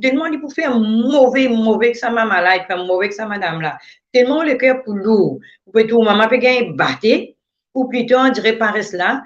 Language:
Morisyen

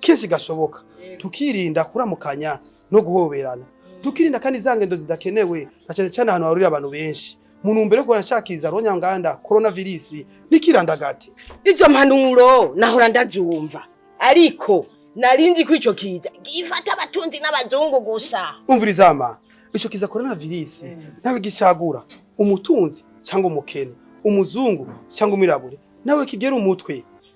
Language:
Rundi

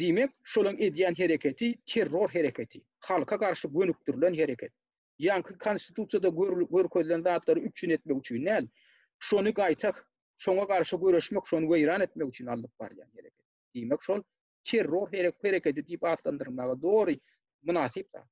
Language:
Turkmen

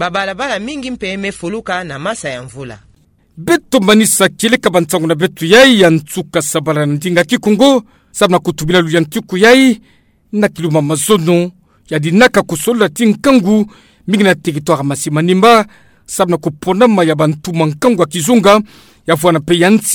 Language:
Kituba (Democratic Republic of Congo)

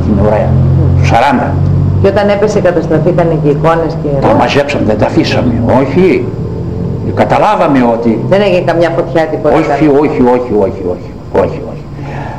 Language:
Greek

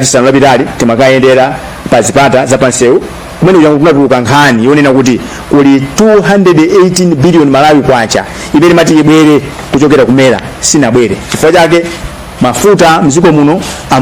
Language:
Nyanja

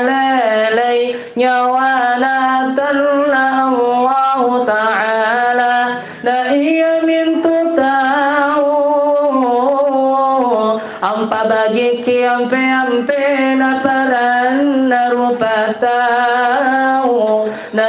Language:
Makasar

